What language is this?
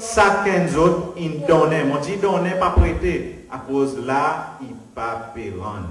Seselwa Creole French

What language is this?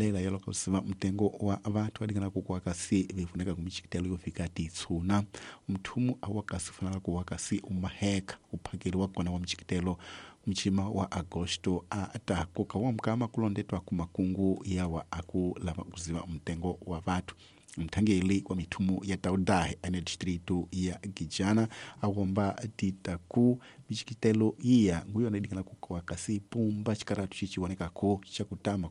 Tsonga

